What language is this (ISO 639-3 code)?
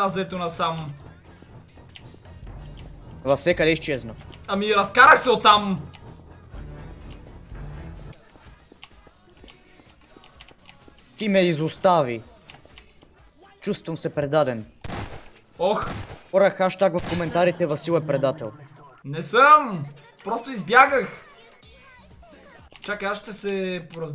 bul